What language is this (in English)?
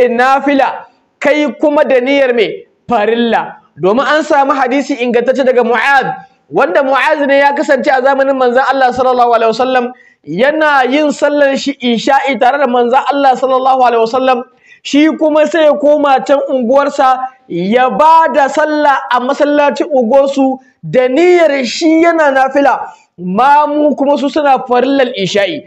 Hausa